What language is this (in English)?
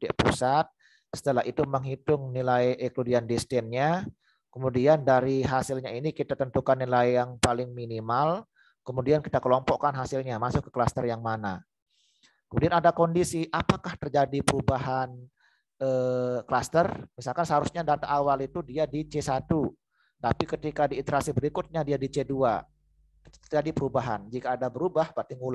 Indonesian